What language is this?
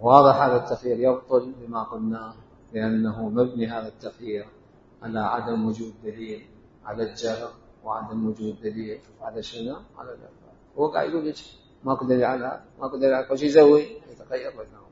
Mesopotamian Arabic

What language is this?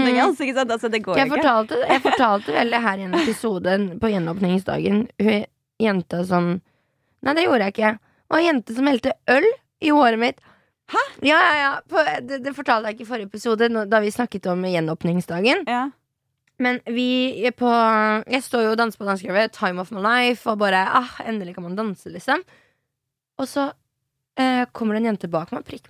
Norwegian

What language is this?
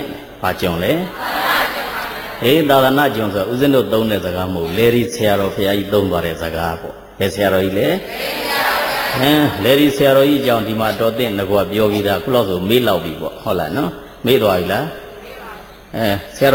Burmese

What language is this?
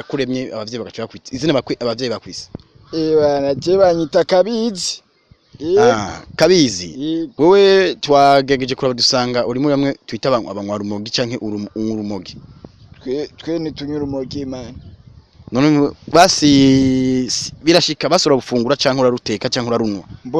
Rundi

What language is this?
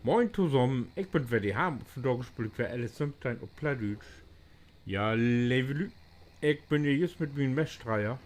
Low German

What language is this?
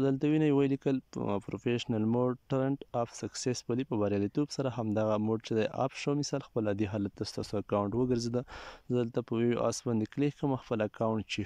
Pashto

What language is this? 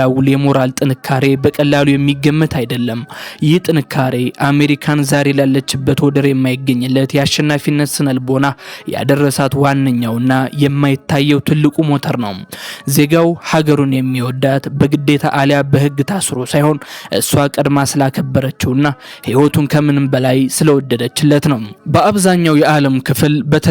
Amharic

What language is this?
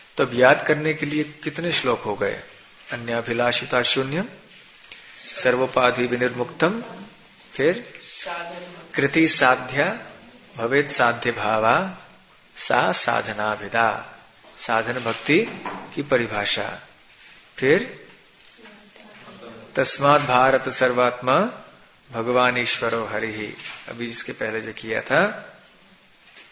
Hindi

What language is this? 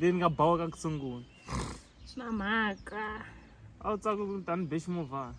Tsonga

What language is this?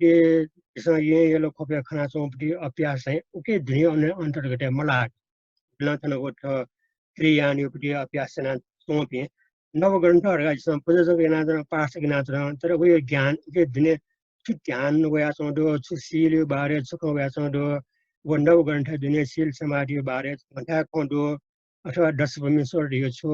Newari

